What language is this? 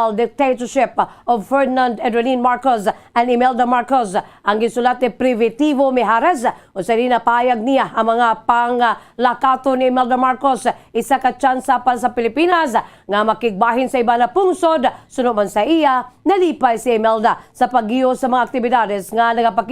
Hiligaynon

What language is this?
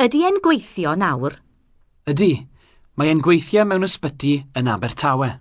Welsh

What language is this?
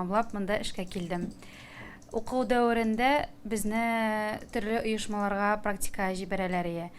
Tatar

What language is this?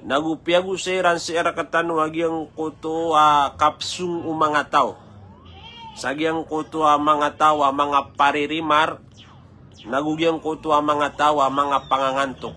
Maranao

